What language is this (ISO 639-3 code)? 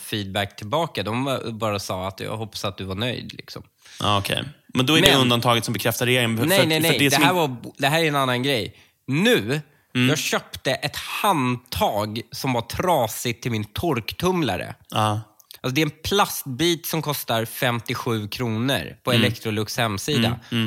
swe